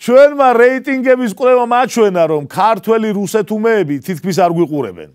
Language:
Georgian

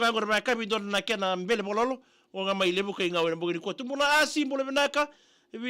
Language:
Fijian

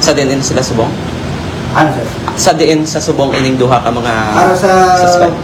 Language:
Hiligaynon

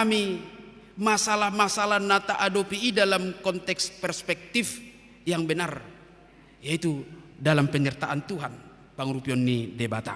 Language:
Batak Toba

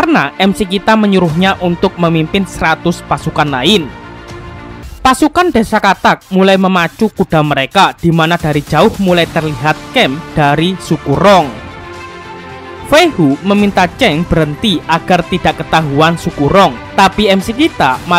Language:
Indonesian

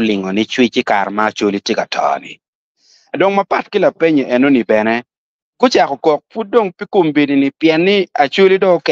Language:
Acoli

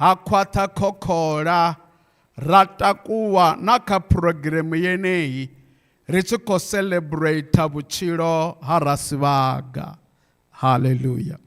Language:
Venda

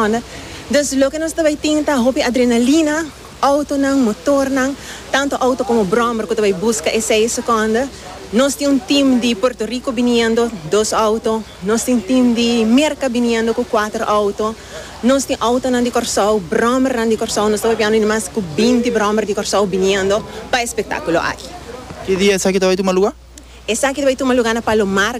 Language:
Papiamento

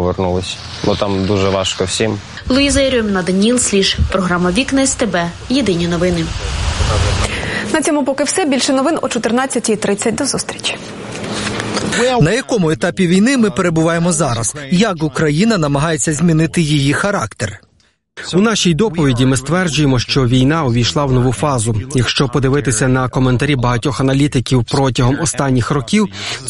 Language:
Ukrainian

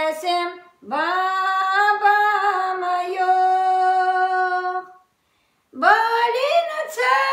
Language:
Crimean Tatar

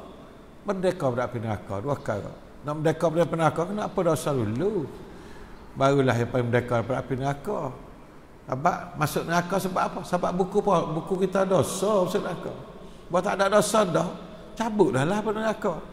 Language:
Malay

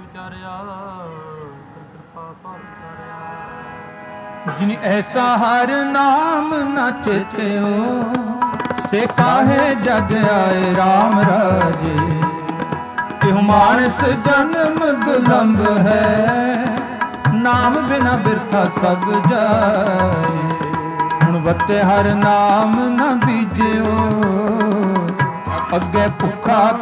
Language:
Punjabi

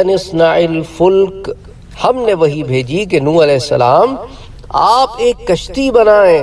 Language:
Urdu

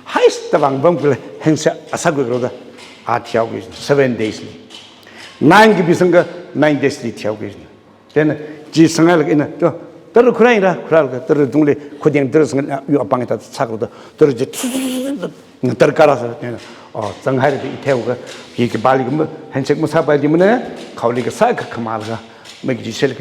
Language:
Tangkhul Naga (India)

